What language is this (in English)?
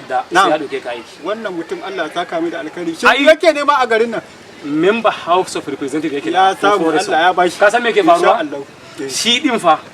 Hausa